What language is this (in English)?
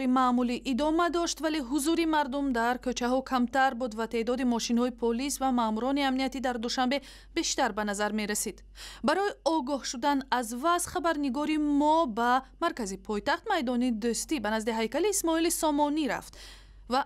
Tajik